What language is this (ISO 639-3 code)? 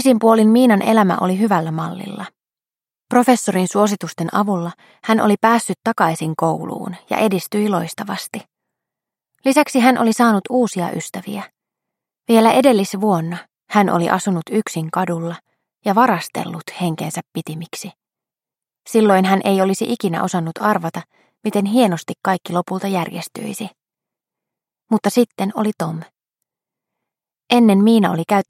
fin